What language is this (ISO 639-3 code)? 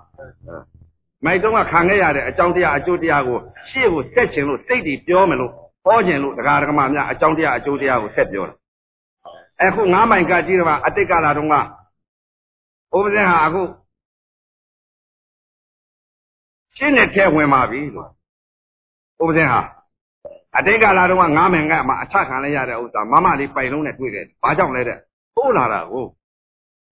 mya